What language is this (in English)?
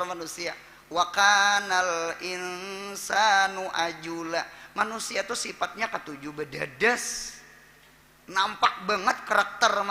Banjar